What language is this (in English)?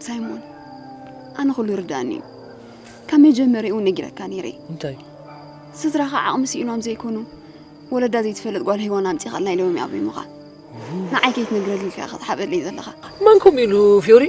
Tigrinya